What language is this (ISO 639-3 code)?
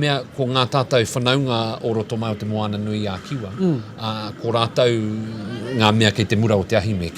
mri